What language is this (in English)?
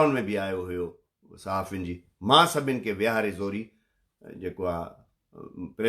Sindhi